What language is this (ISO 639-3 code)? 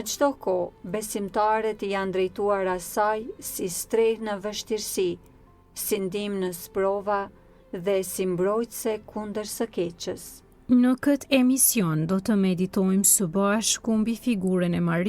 sqi